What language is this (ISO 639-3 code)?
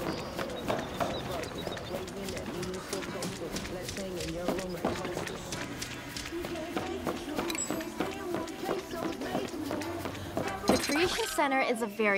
eng